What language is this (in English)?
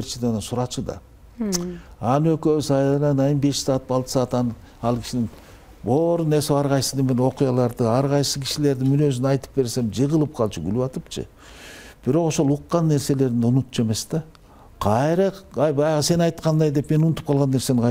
Kyrgyz